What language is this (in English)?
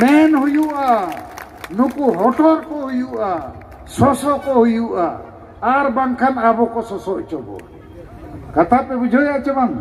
Santali